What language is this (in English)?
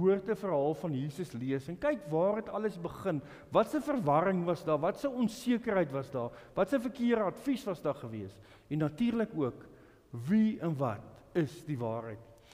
Afrikaans